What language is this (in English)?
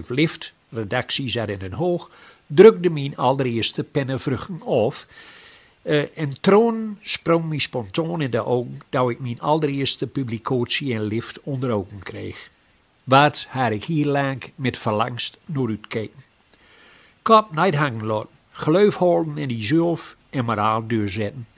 Gronings